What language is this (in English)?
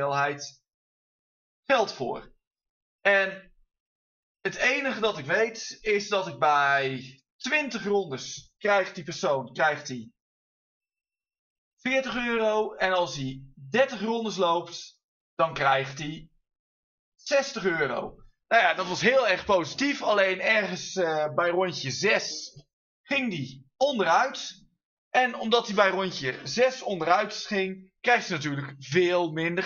Dutch